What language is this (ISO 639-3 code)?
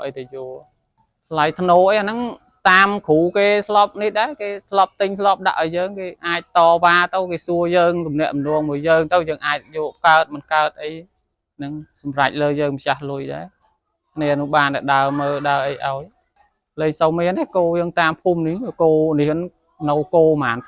khm